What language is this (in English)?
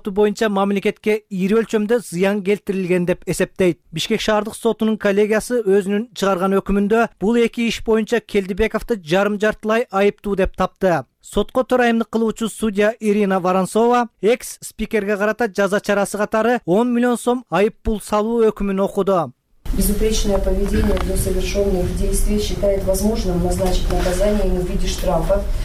Kyrgyz